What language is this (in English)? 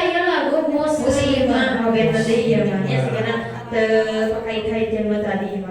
Sundanese